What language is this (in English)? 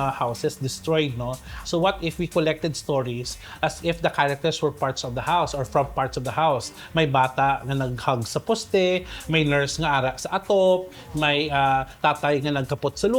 Hiligaynon